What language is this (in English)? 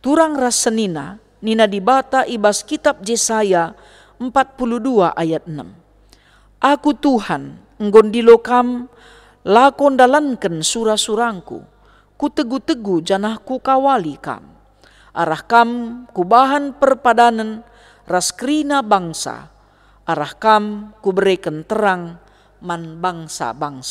Batak Karo